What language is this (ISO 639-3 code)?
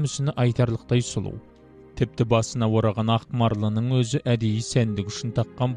kaz